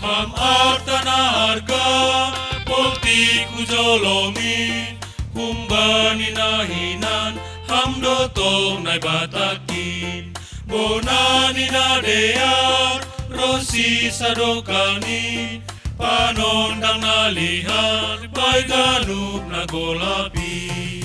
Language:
Batak Simalungun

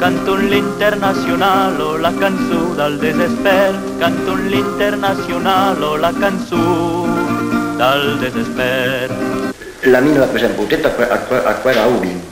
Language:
Occitan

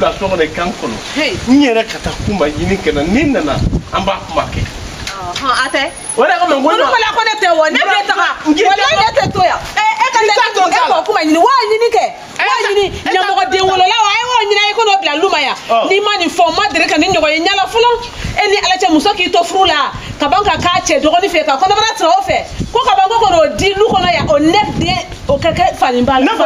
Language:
Bambara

